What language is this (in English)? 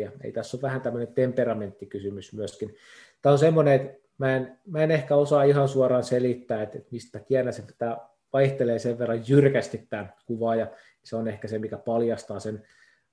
Finnish